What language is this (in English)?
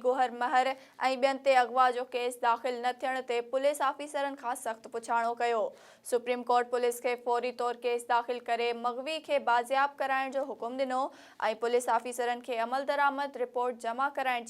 Sindhi